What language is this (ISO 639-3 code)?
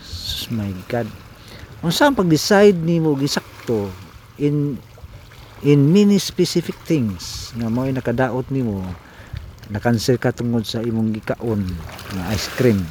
ceb